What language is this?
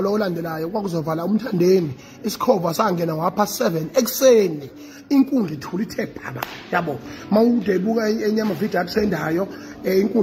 Zulu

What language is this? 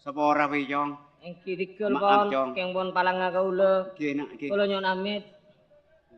Madurese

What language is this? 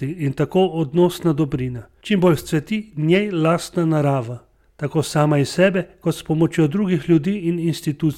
Slovenian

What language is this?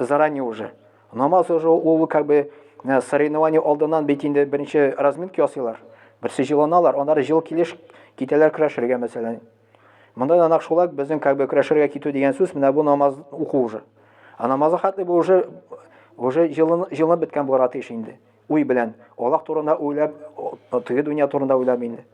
Tatar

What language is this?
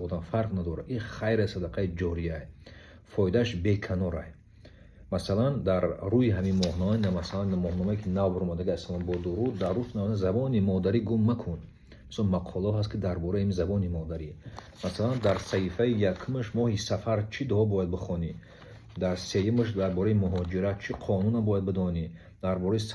Tajik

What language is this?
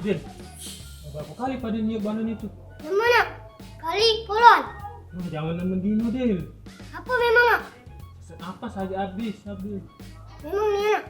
Musi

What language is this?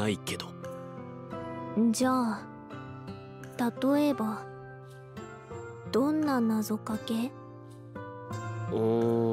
Japanese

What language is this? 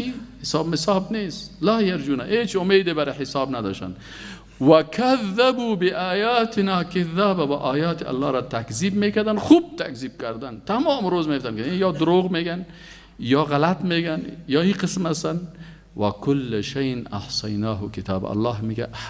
Persian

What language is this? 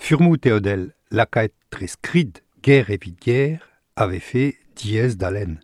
Breton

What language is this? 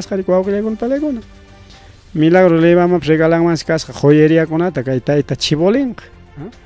Ayacucho Quechua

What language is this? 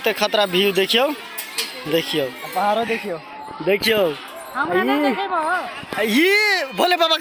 Maithili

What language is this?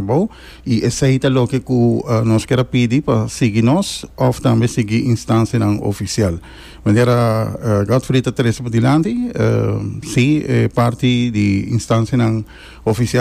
Papiamento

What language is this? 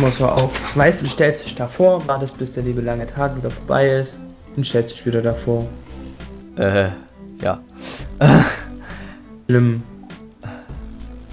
German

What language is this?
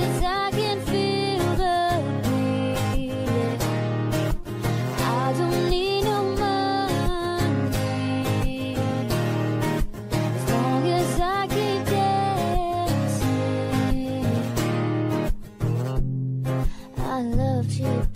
English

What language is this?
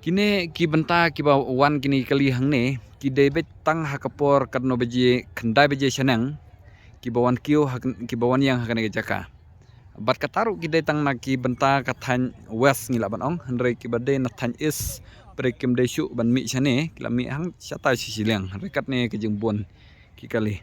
Khasi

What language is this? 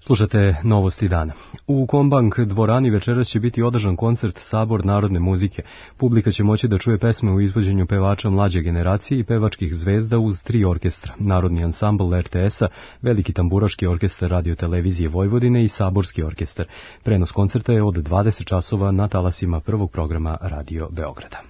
Serbian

